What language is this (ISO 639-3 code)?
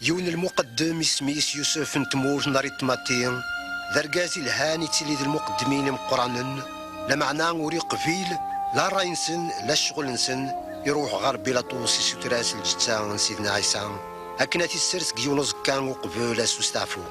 kab